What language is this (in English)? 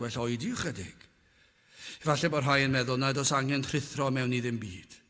Welsh